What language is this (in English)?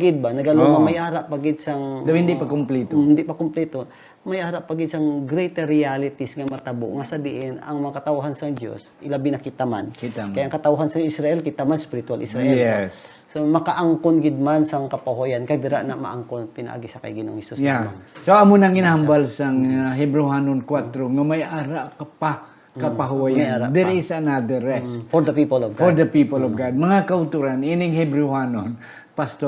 Hiligaynon